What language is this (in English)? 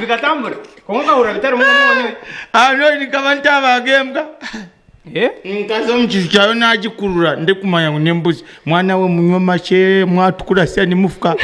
Nyankole